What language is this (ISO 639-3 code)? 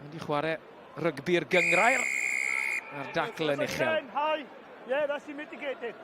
cym